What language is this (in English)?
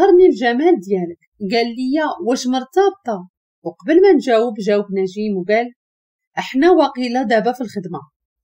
Moroccan Arabic